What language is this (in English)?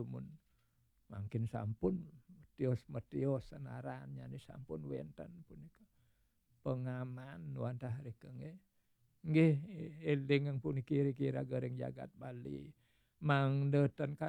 Balinese